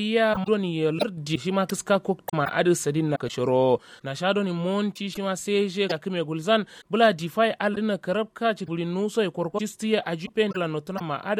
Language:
Kanuri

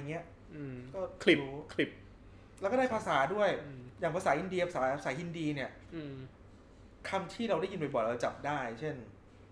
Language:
Thai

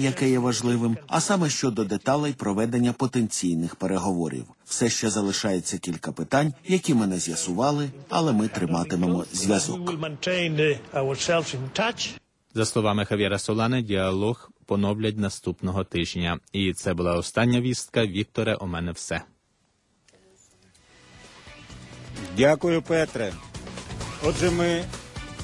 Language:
Ukrainian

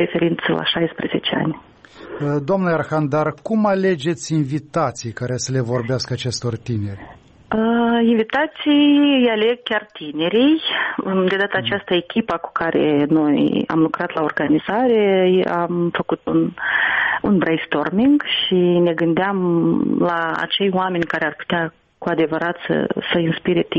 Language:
Romanian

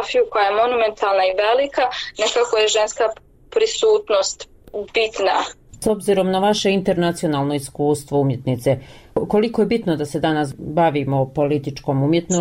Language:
Croatian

